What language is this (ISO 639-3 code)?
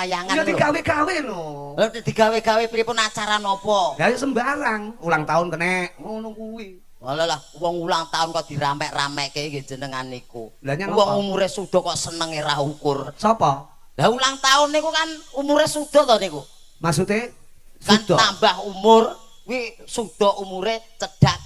jav